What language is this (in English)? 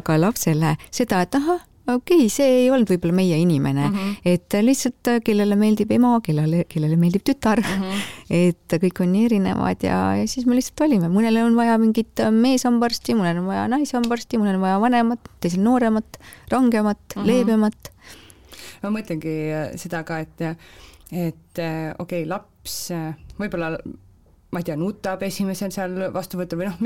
Estonian